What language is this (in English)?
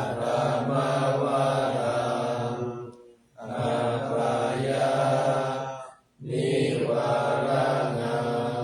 Pali